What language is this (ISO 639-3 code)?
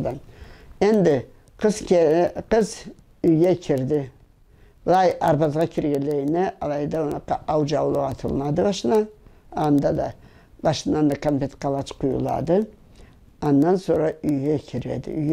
krc